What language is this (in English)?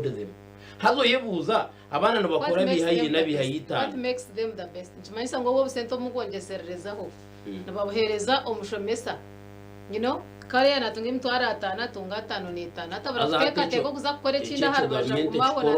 Nyankole